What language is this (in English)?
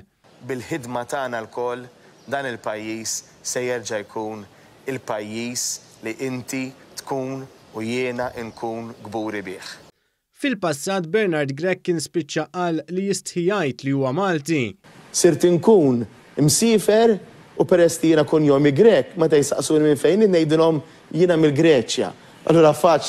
Maltese